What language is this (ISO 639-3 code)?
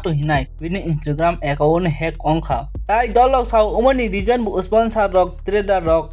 trp